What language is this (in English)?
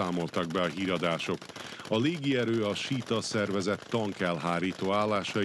Hungarian